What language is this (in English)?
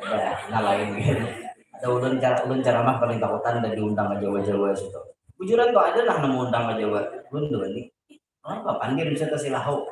Banjar